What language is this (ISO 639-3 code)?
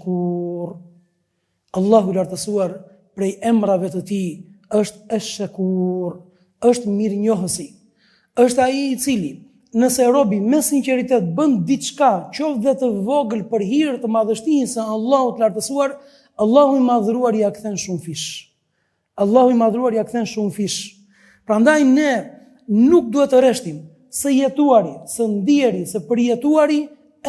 sqi